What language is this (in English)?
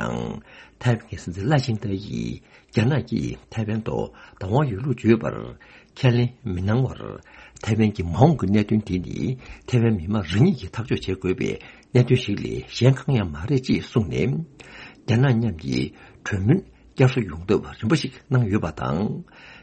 Tibetan